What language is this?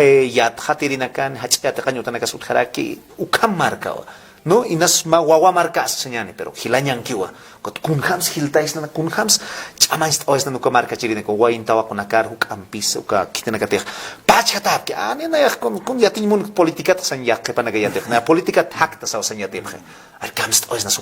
Aymara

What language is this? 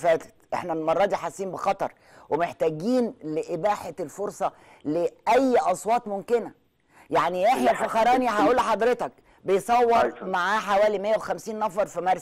Egyptian Arabic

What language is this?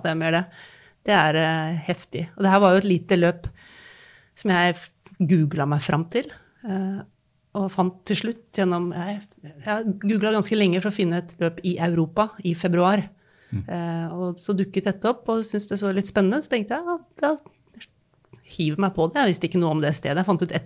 Norwegian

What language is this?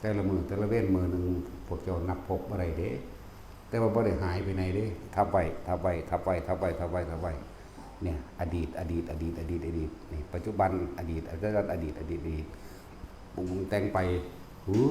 Northeastern Thai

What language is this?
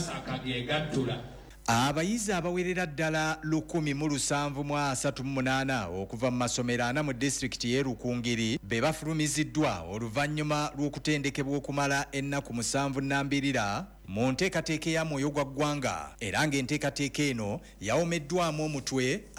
Ganda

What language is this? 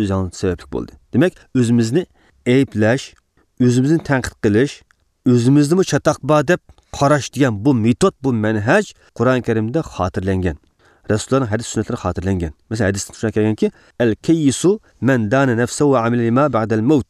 Uyghur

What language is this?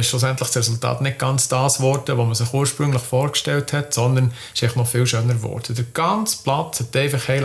Swiss German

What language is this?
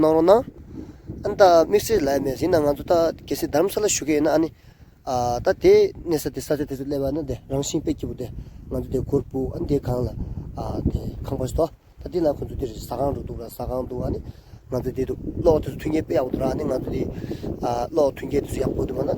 Tibetan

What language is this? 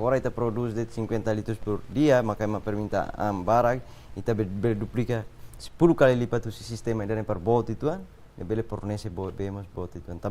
Tetum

